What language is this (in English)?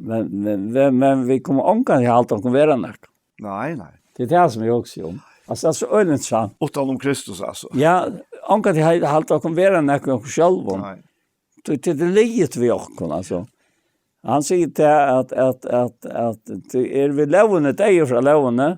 Faroese